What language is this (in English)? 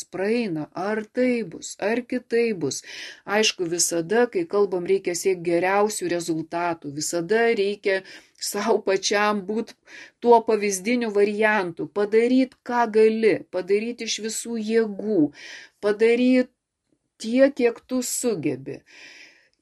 Lithuanian